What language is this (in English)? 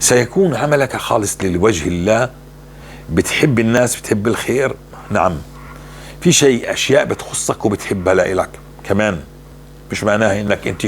North Levantine Arabic